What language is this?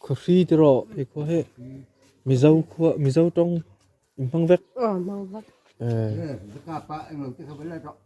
Hakha Chin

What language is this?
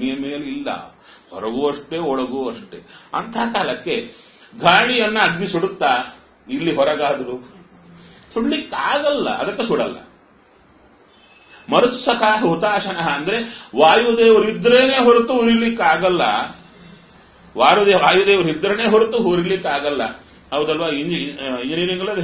Kannada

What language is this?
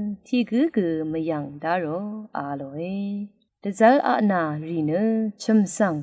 Rawang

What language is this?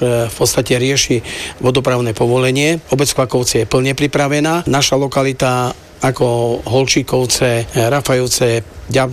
Slovak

